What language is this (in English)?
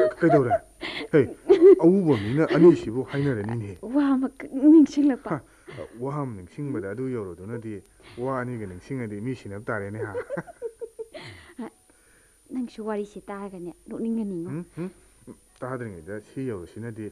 Manipuri